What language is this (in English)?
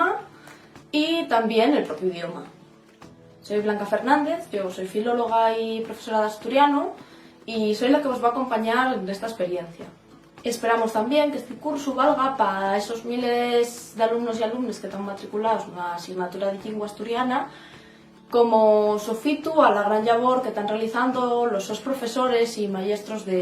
Asturian